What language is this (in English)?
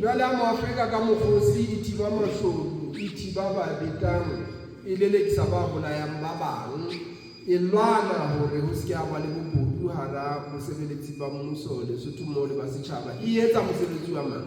Southern Sotho